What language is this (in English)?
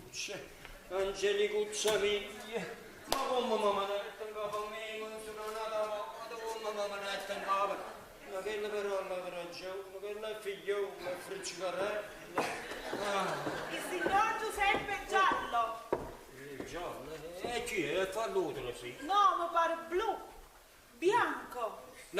Neapolitan